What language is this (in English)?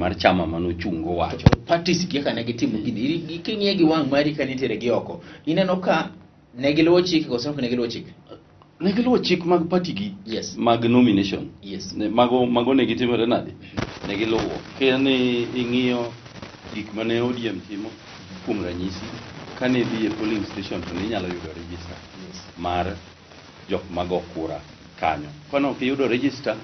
Luo (Kenya and Tanzania)